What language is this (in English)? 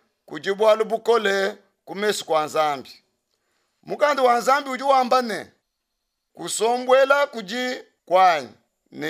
Luba-Lulua